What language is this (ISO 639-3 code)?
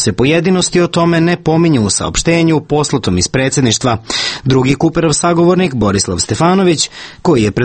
srp